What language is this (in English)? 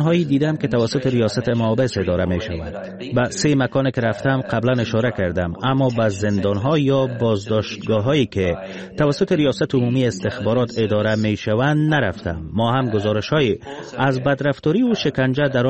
Persian